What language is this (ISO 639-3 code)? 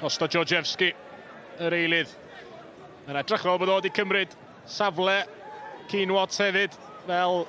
cym